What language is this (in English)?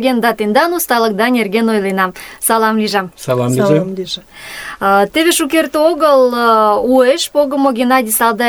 Mari